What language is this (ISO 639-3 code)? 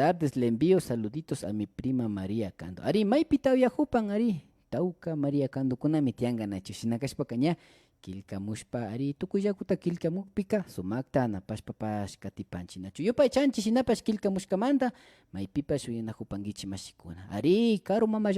qvi